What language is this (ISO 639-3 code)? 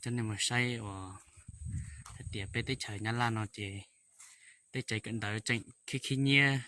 hmn